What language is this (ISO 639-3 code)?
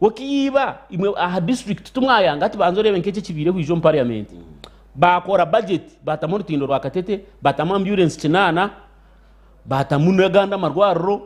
nyn